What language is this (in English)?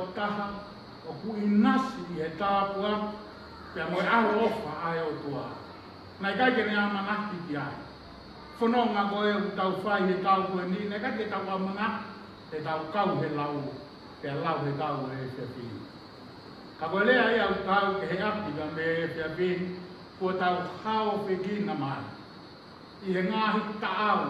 Tongan